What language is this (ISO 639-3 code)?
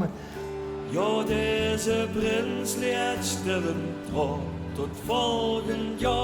lim